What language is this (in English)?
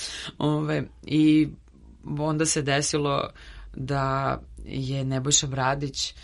Serbian